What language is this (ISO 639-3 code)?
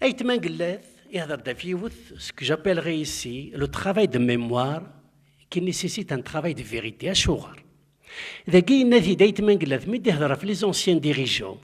kab